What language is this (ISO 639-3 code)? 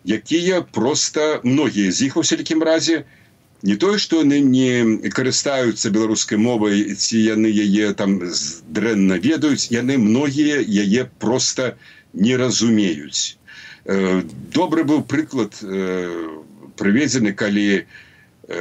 bel